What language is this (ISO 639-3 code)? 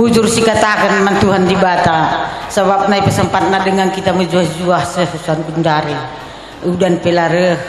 btx